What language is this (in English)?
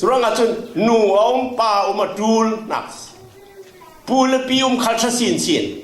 Falam Chin